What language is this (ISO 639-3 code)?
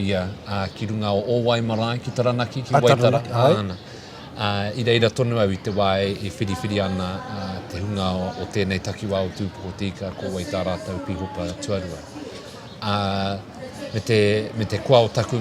mri